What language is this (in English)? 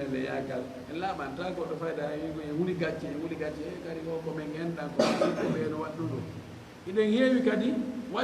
Fula